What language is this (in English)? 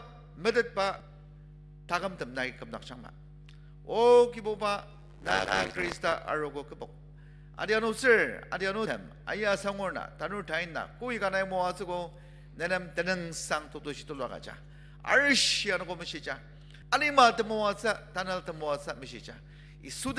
Ao Naga